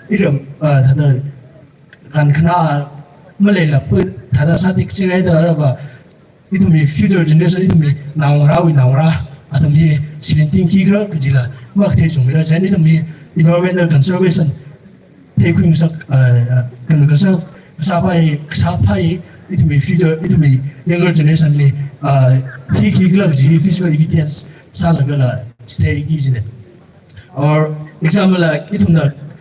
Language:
Tangkhul Naga (India)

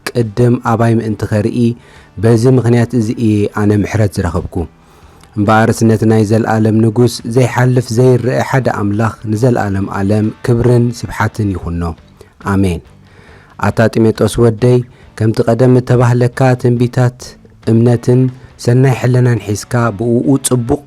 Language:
Tigrinya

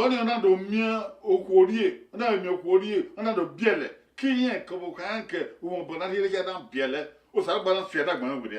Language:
Bini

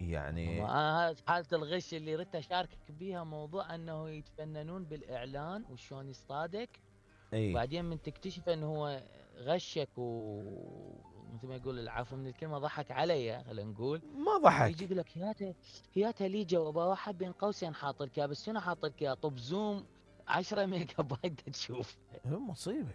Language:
Mesopotamian Arabic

